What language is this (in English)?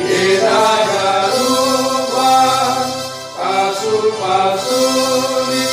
Batak Simalungun